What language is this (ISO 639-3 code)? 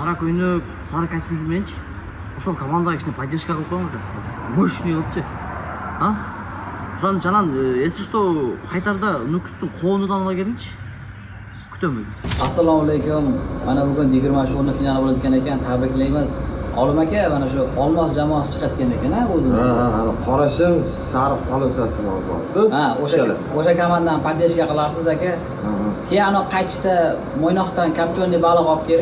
kaa